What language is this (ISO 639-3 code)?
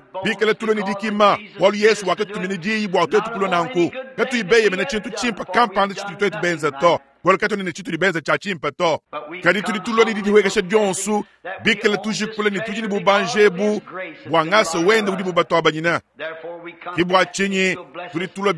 lua